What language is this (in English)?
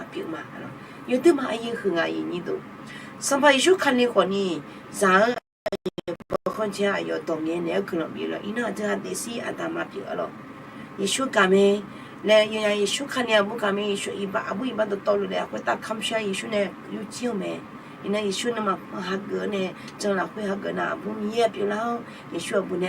Akha